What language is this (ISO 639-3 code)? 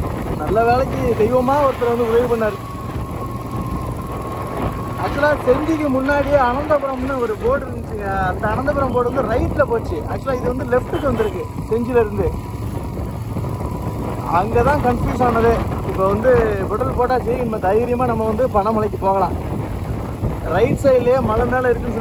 tam